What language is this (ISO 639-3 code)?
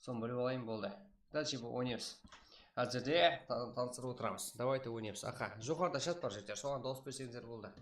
kaa